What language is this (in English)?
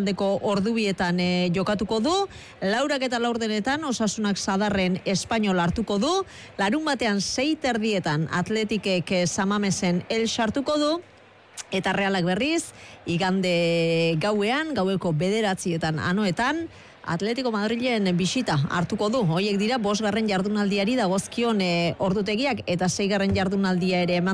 Basque